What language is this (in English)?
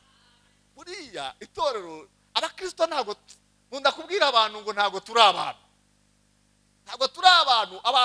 Kinyarwanda